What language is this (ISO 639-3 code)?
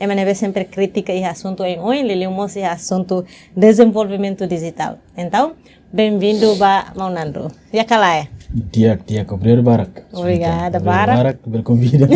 tet